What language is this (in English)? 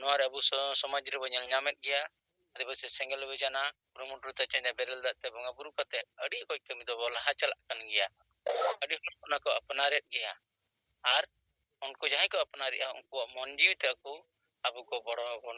Santali